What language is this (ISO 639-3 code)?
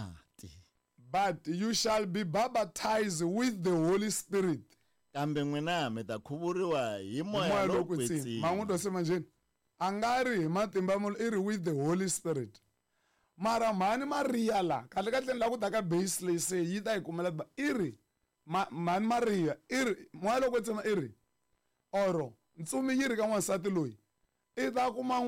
tso